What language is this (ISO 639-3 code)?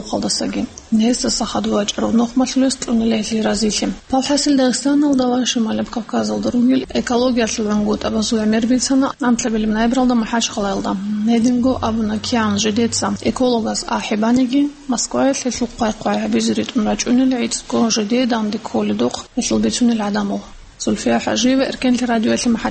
ava